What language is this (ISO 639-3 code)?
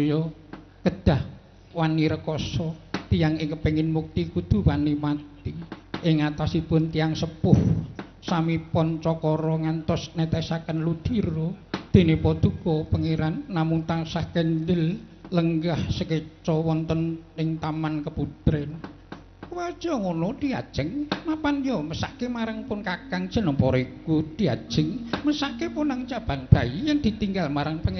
jav